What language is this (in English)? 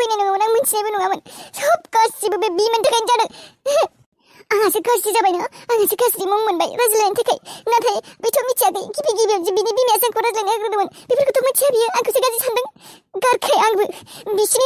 Bodo